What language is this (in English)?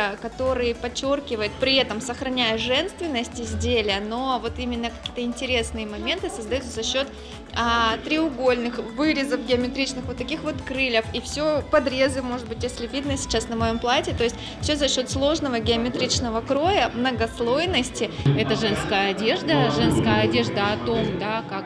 Russian